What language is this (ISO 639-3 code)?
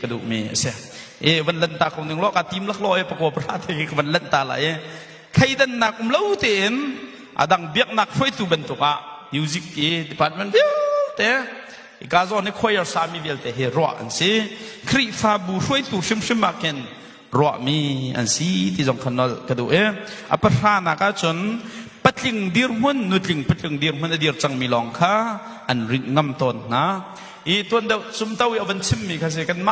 cnh